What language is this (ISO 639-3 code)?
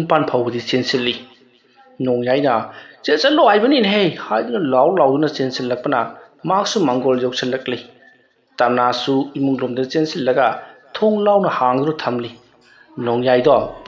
mni